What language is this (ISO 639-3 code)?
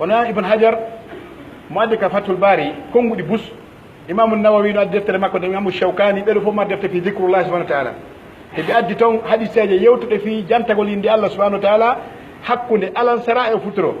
fuf